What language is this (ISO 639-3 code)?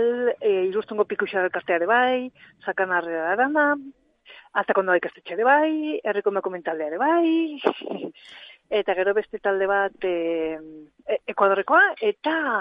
eus